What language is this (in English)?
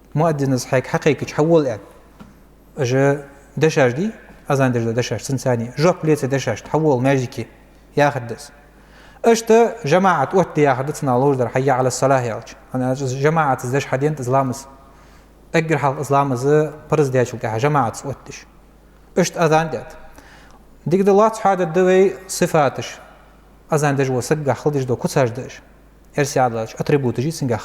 Ingush